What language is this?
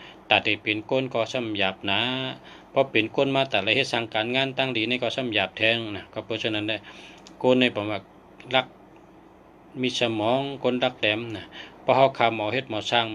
Shan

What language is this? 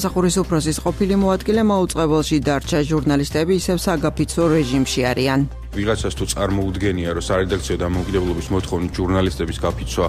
Georgian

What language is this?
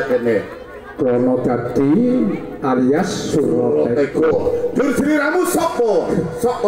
Javanese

